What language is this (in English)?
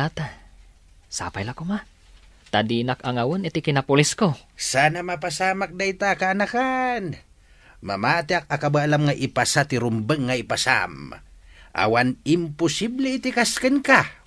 Iloko